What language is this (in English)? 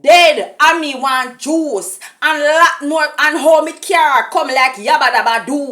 Jamaican Creole English